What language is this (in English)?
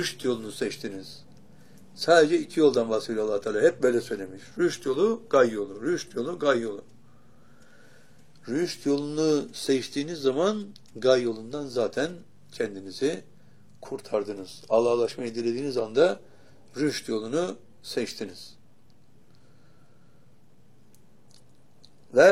Turkish